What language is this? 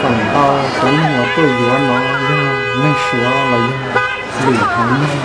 Hmong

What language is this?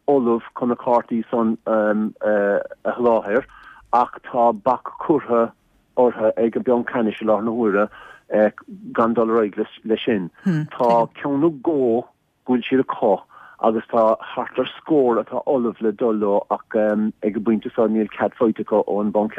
Irish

